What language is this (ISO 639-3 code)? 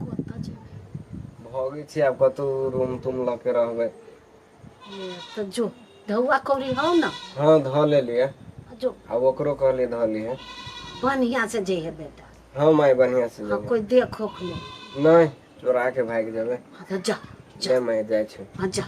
mai